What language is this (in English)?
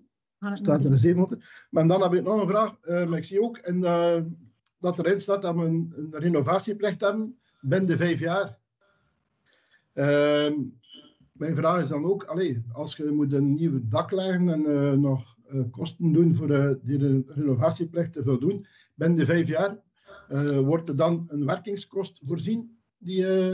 Dutch